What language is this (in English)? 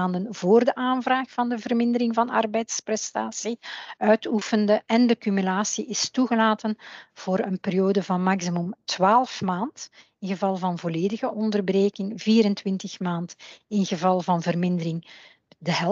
Dutch